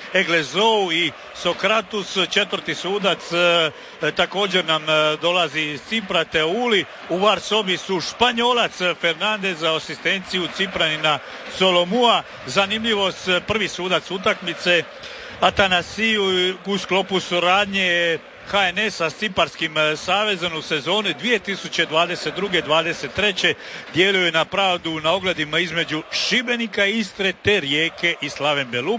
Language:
Croatian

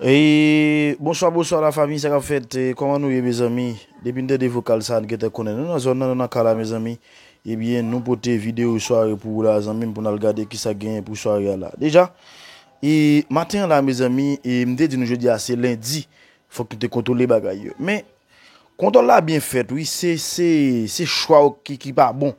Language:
Haitian Creole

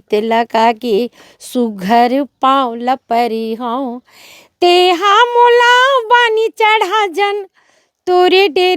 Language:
Chhattisgarhi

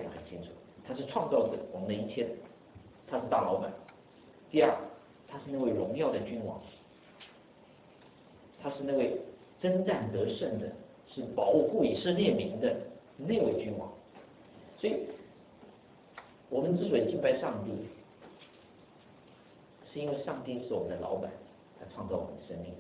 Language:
Chinese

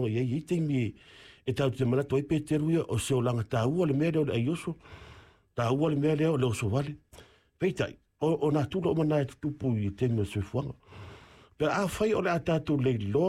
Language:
Samoan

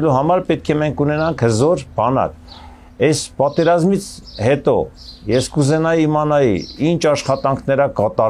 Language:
Armenian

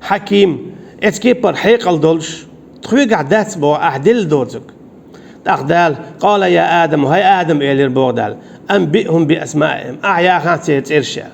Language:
Chechen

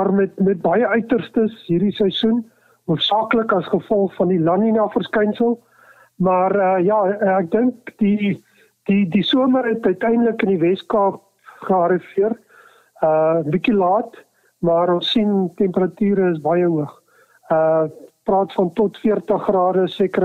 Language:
Afrikaans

